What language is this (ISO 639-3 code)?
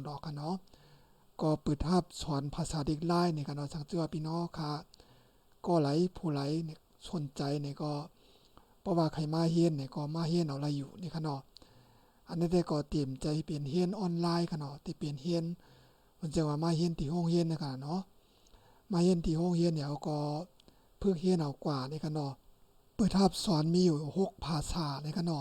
shn